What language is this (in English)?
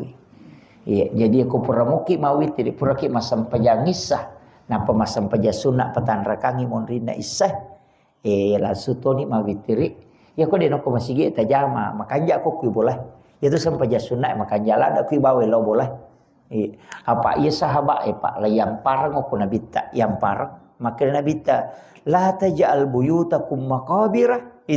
Buginese